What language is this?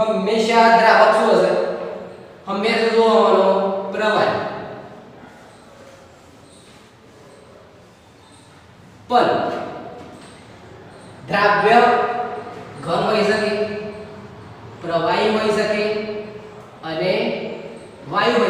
Gujarati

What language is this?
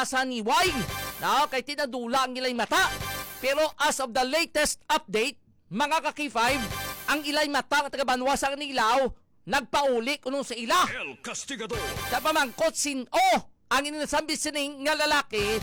Hiligaynon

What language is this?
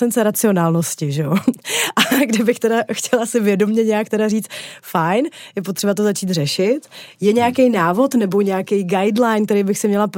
Czech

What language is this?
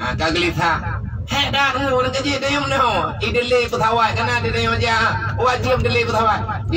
Achinese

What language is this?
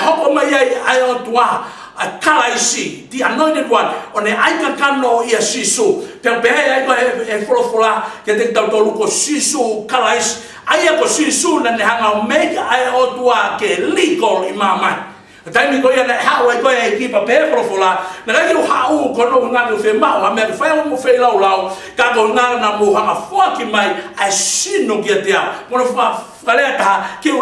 Tongan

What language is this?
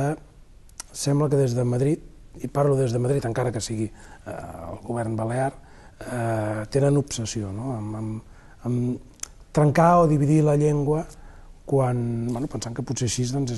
Catalan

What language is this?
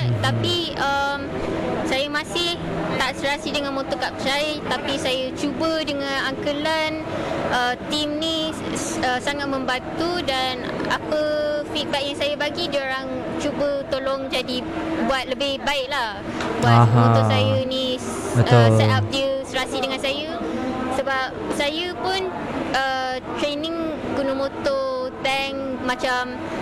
Malay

